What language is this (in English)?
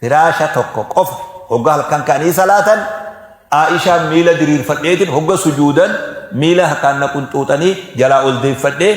Oromo